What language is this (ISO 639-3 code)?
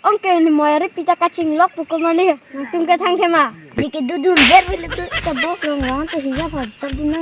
mjw